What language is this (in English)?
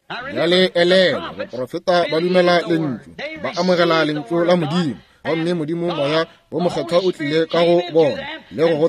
Northern Sotho